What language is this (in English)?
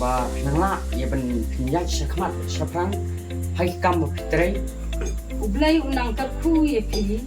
Khasi